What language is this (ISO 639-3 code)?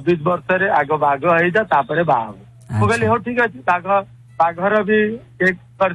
ori